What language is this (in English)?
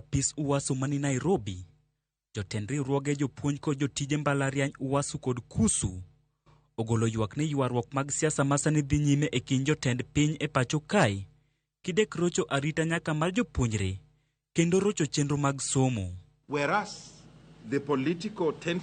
Luo (Kenya and Tanzania)